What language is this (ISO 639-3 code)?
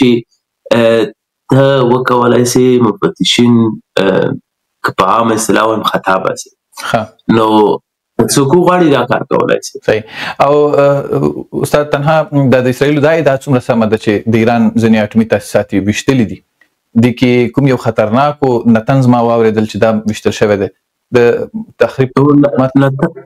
pus